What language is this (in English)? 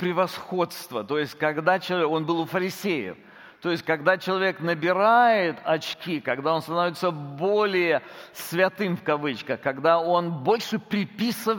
Russian